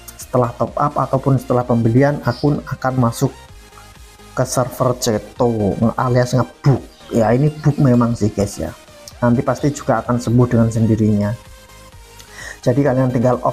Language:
Indonesian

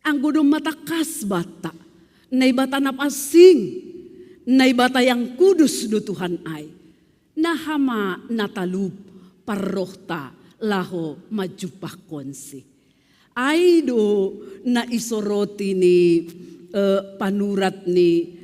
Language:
Batak Simalungun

